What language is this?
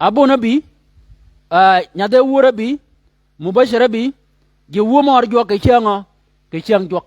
Shilluk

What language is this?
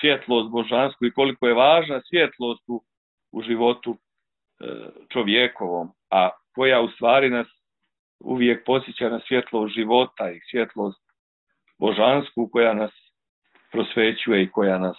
Serbian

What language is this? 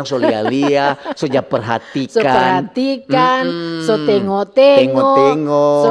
Manado Malay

